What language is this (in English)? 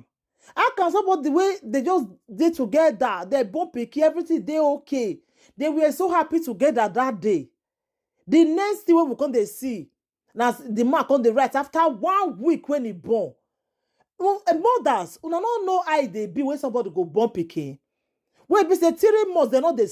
Nigerian Pidgin